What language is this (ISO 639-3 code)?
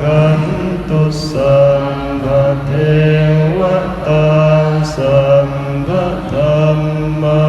tts